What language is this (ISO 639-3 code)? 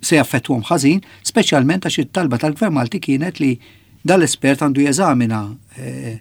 mlt